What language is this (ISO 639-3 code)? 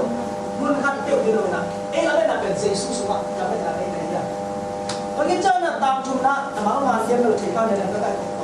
ctd